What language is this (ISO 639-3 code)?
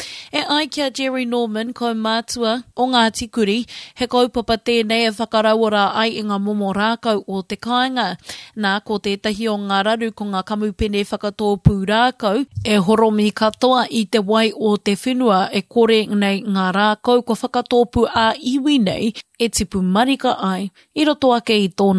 mri